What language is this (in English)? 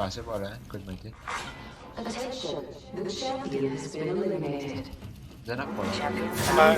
Morisyen